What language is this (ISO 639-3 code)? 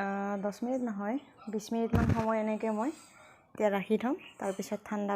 asm